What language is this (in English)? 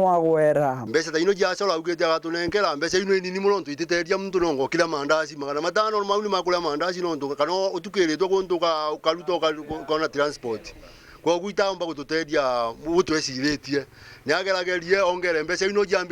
Meru